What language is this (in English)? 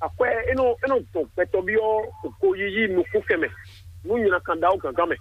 Fon